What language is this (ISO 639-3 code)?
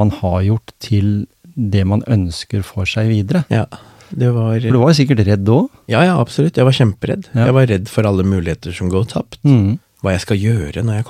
nor